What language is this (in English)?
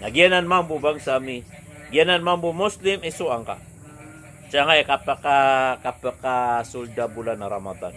Maranao